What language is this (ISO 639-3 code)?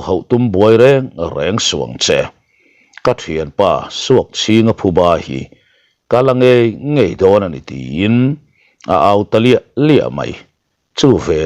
lus